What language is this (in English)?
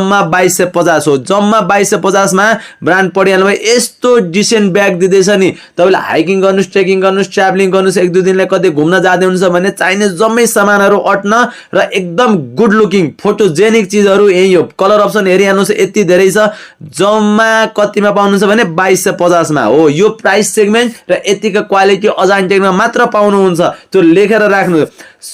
Nepali